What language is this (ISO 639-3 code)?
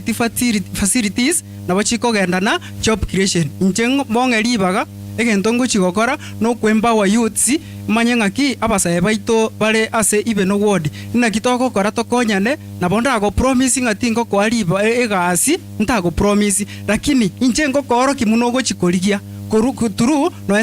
guz